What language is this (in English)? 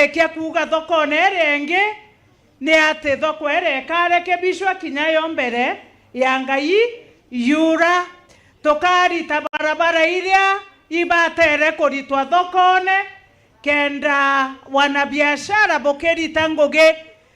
Meru